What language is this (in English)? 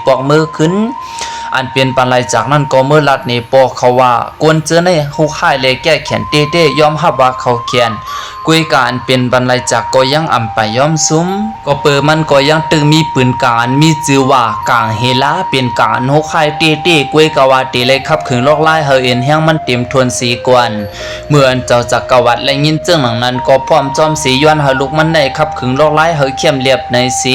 Shan